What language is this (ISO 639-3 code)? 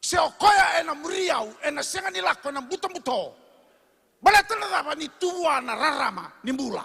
fij